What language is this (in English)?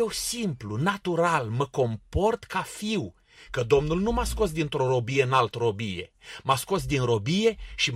Romanian